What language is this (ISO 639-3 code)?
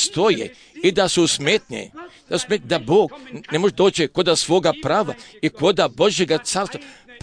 hrv